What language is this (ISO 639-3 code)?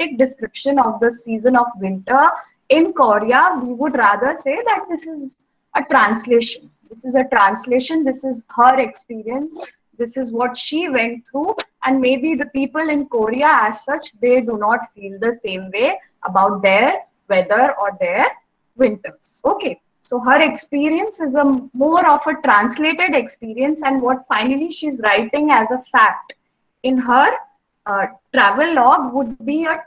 eng